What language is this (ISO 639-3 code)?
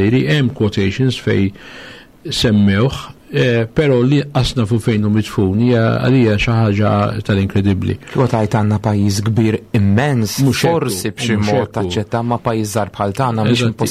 mlt